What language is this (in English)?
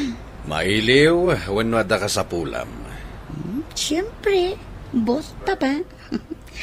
Iloko